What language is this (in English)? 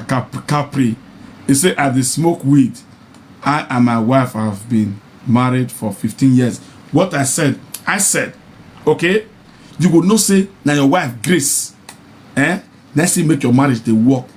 Nigerian Pidgin